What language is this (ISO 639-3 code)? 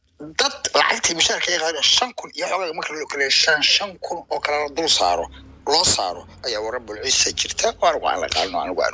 som